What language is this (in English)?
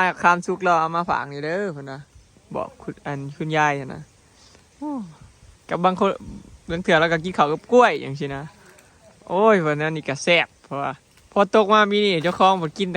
Northeastern Thai